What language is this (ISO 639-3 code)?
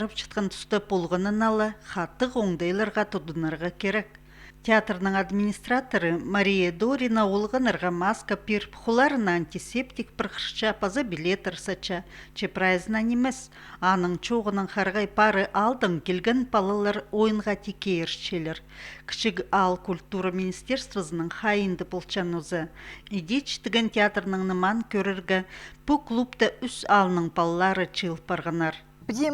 kjh